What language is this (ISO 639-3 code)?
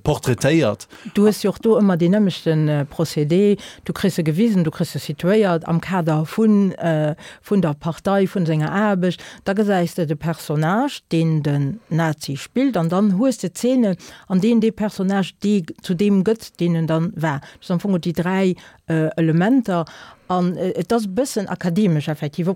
ltz